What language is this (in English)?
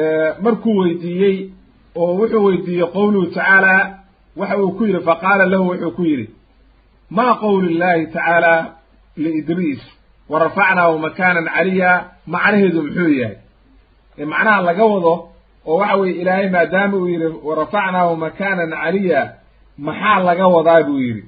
Somali